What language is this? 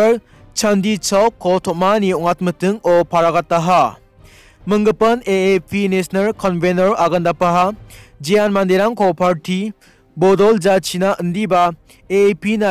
Garo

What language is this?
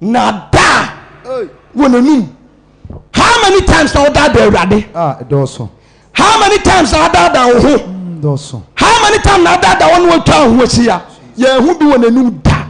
Akan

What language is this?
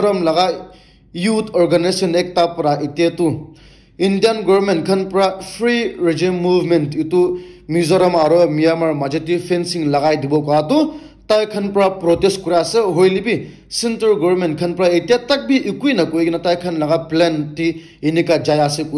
Naga Pidgin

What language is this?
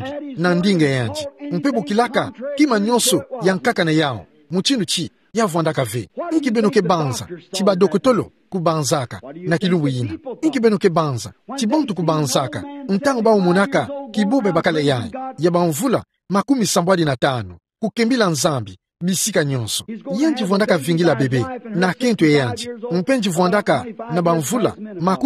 Kituba (Democratic Republic of Congo)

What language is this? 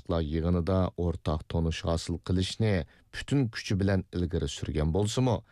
Uyghur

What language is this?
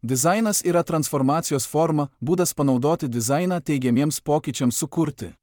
Lithuanian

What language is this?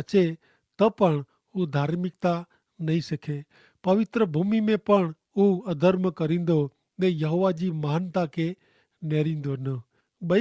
Kachhi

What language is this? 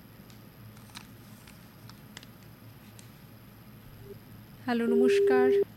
Bangla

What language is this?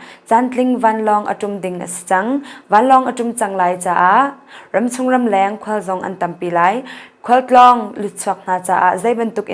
Hakha Chin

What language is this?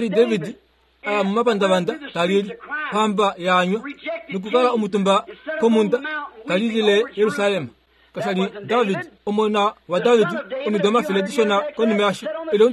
Kuanyama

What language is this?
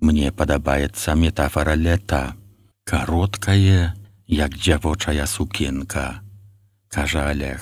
Belarusian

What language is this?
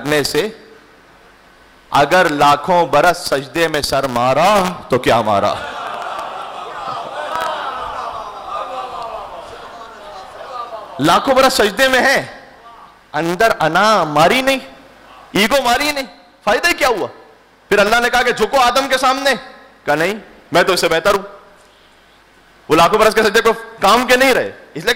Urdu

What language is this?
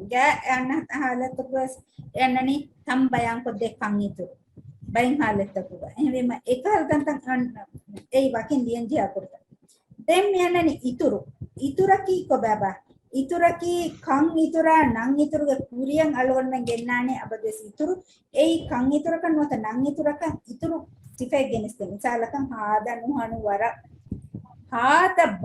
Divehi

